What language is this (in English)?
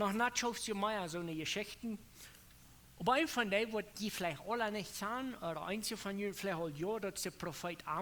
Plautdietsch